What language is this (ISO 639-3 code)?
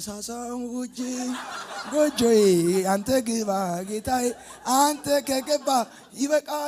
amh